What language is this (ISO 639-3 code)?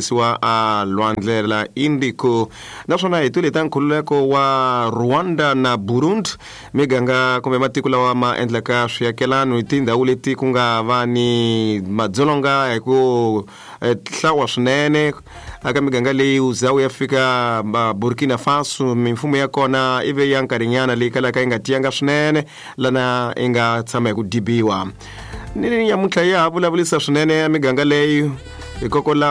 tso